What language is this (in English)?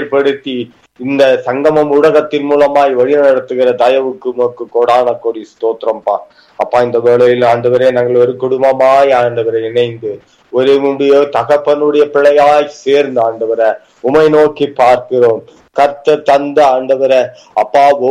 Tamil